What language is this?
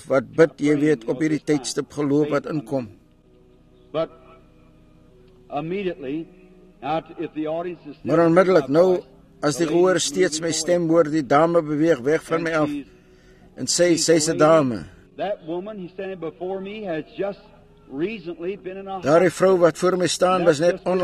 Afrikaans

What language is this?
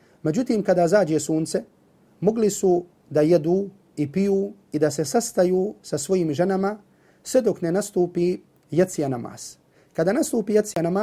Bosnian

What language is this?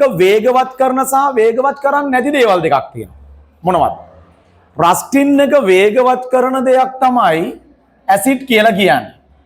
Sinhala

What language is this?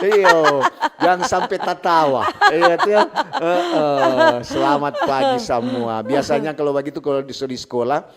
Manado Malay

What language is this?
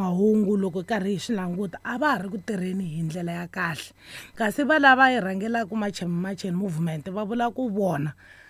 Tsonga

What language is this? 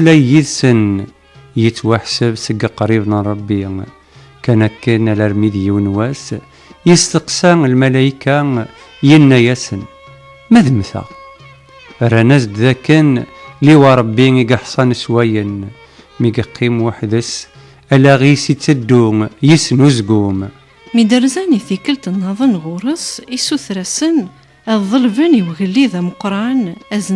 Kabyle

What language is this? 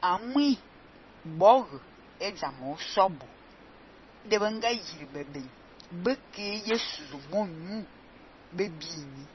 Fang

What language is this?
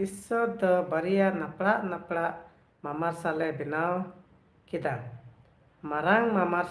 Santali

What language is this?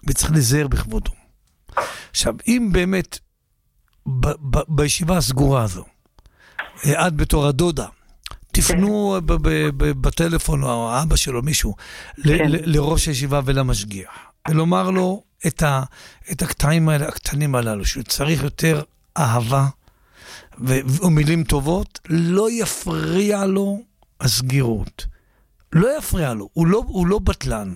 Hebrew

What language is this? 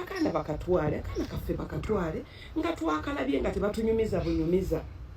Ganda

